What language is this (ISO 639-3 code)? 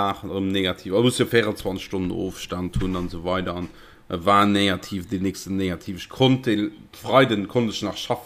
ltz